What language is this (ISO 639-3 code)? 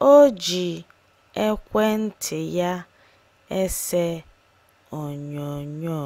ibo